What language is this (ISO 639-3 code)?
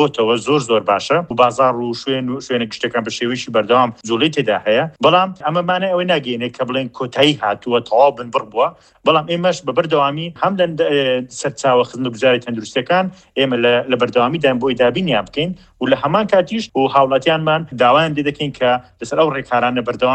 ckb